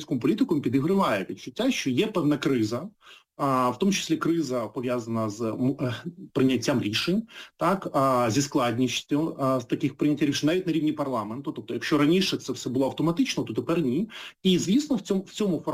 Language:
Ukrainian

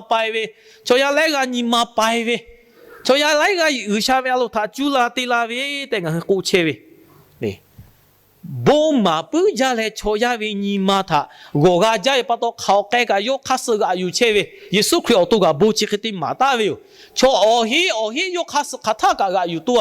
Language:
Lahu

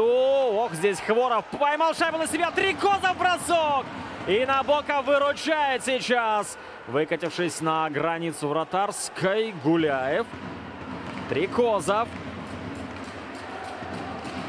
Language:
Russian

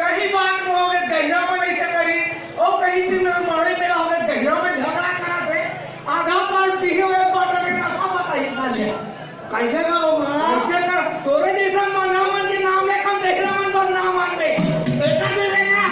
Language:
Chhattisgarhi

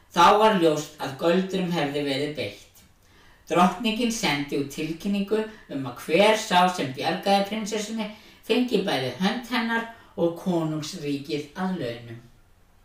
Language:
Icelandic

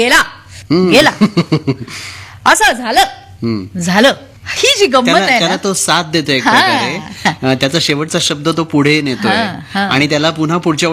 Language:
Marathi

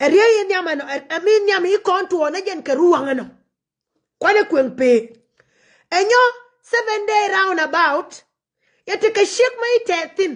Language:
Nuer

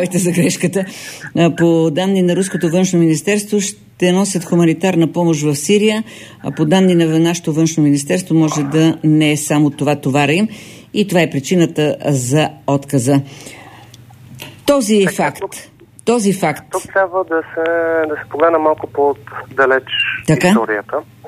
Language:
Bulgarian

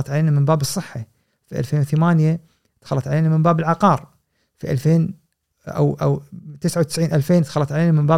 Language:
Gulf Arabic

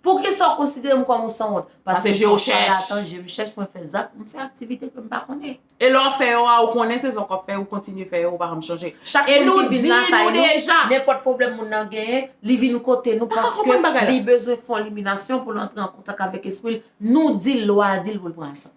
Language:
Haitian Creole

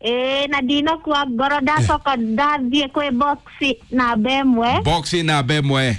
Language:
Kikuyu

